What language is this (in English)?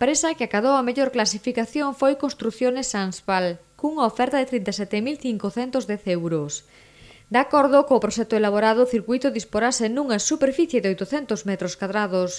Galician